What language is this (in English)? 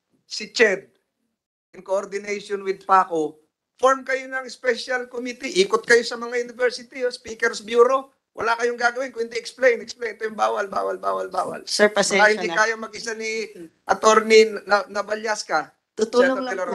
Filipino